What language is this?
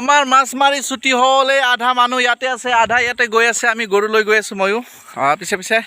Assamese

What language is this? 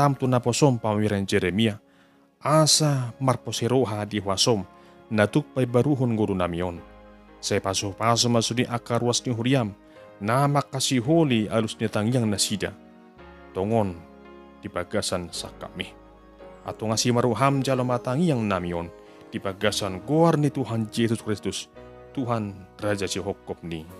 Batak Toba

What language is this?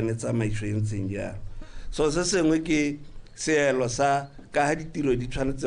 Tswana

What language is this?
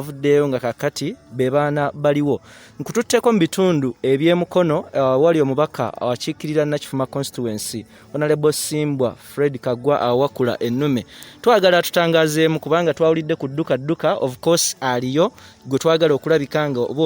Ganda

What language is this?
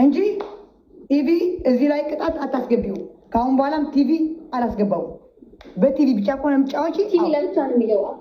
Amharic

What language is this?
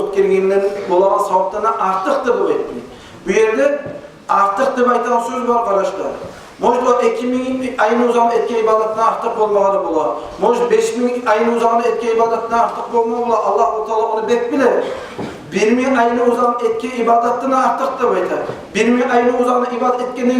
Kumyk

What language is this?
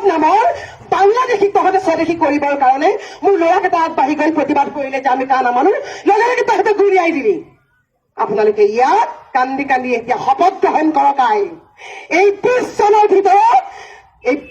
Assamese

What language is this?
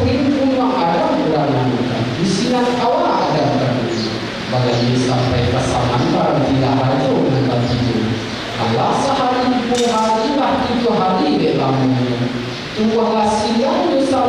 Minangkabau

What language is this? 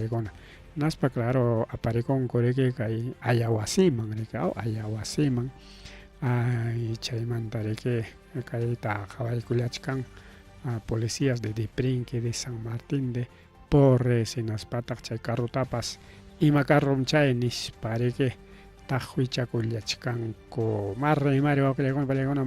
Ayacucho Quechua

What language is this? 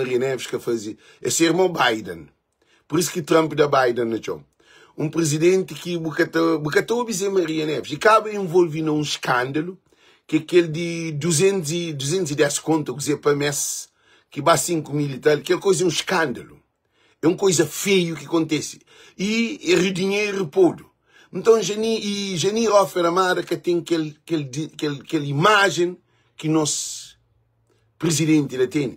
Kabuverdianu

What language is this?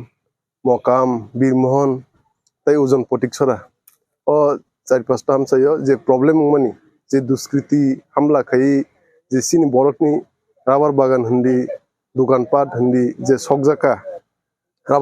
Kok Borok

